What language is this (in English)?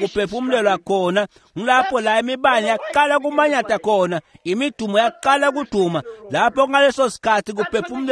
Swati